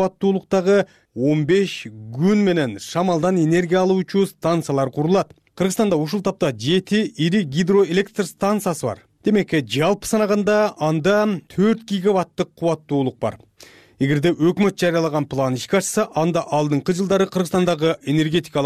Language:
Kyrgyz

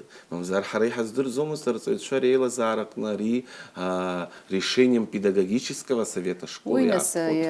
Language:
Abkhazian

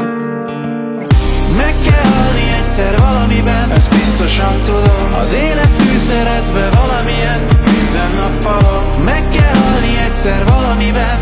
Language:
Hungarian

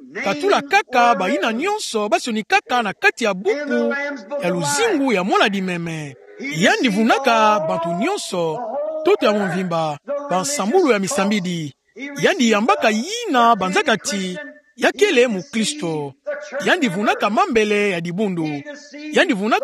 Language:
Kituba (Democratic Republic of Congo)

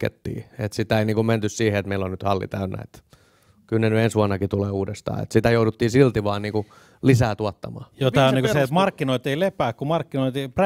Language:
Finnish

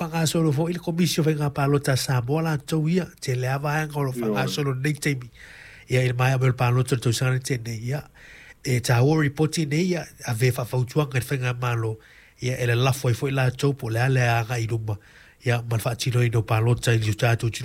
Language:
Samoan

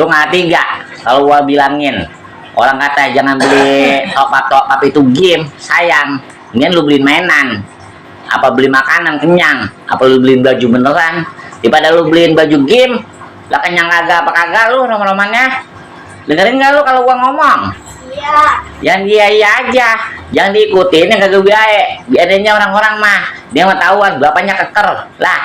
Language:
Betawi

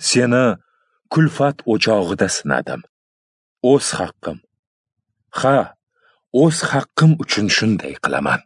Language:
Uzbek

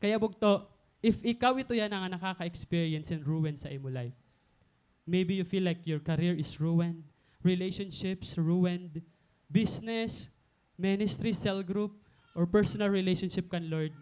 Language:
Waray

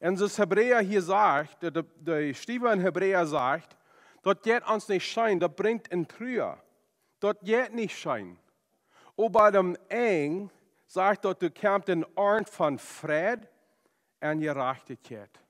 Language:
Plautdietsch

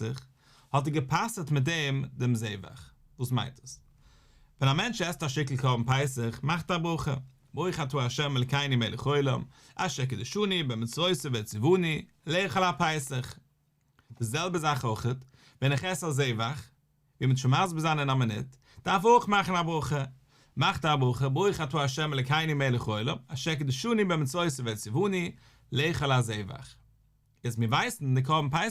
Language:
Yiddish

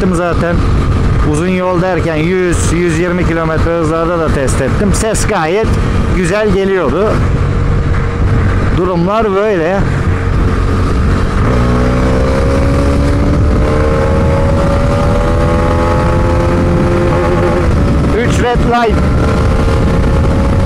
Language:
Turkish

